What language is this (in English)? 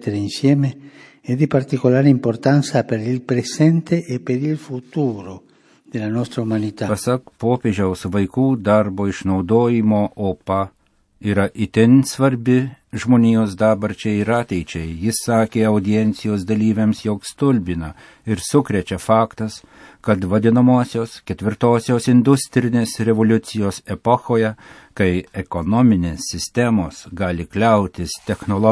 Lithuanian